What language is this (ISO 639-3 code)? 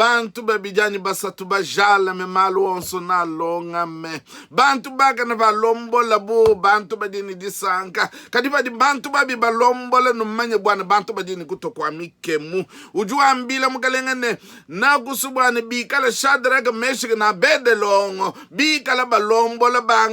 lua